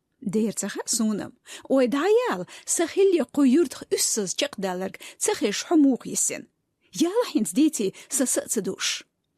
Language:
Chechen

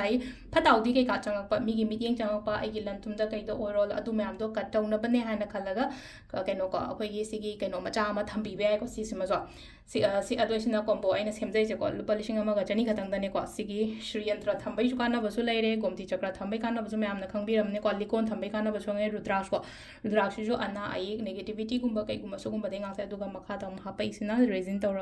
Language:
Manipuri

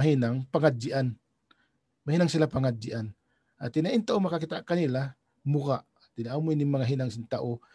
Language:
Tausug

